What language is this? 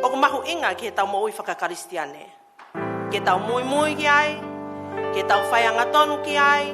Tongan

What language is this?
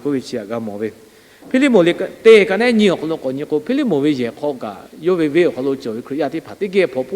Lahu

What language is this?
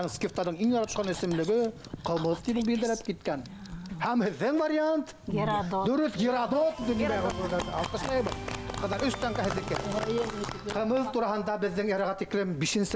Bashkir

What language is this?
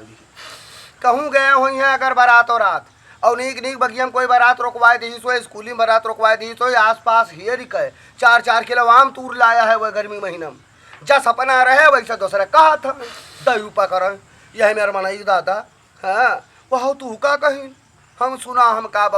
Awadhi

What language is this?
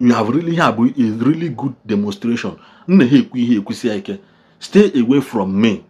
Igbo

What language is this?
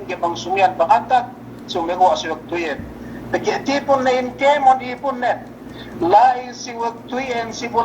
Yakan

